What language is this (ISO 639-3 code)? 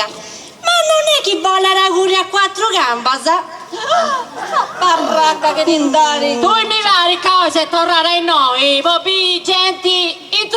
srd